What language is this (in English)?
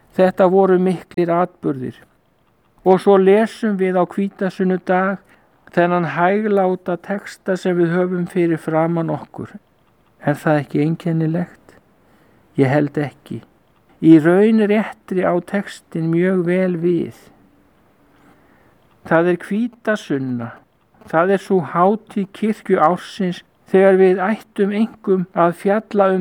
Icelandic